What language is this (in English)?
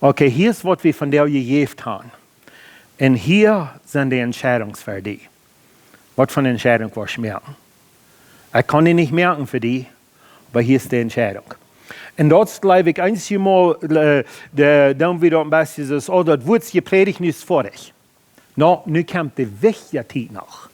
Plautdietsch